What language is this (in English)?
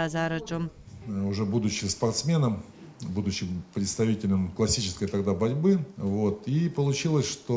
Abkhazian